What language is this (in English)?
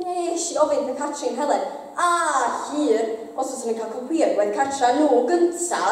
Welsh